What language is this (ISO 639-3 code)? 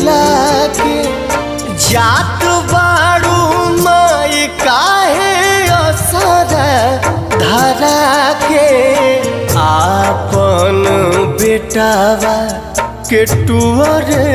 bho